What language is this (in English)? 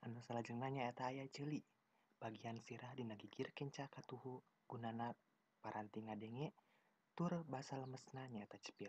Sundanese